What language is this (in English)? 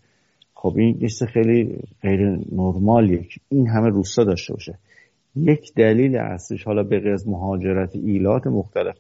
Persian